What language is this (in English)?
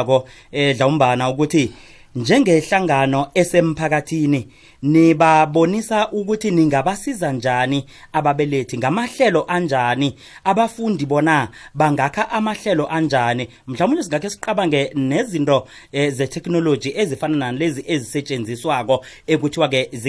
South Ndebele